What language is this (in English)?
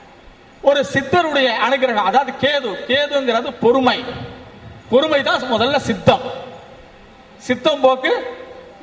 Tamil